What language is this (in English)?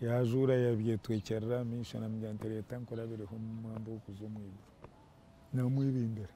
Nyankole